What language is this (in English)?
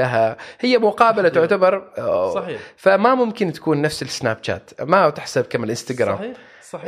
Gulf Arabic